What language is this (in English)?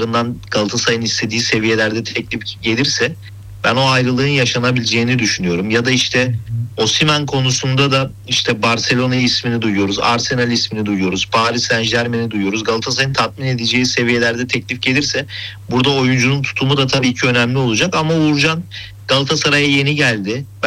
Turkish